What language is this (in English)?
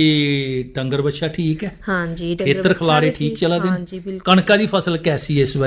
Dogri